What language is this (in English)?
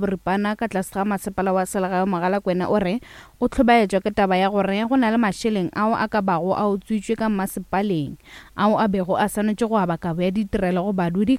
Northern Sotho